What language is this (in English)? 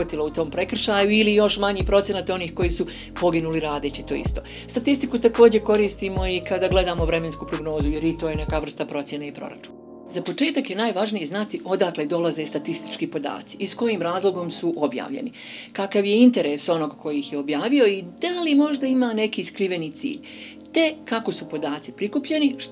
Bosnian